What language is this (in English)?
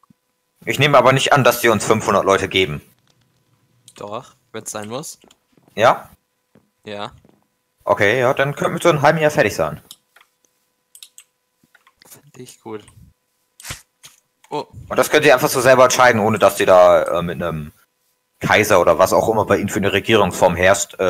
German